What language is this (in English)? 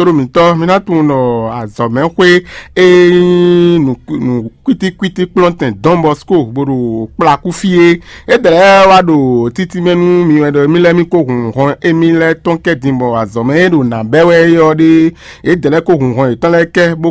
Fon